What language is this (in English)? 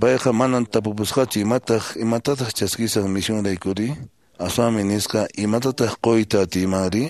Quechua